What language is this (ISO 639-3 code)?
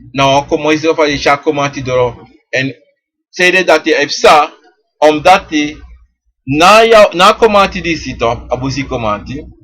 srn